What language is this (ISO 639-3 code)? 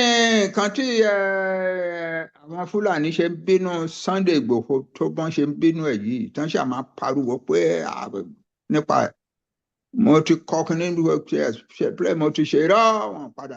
yor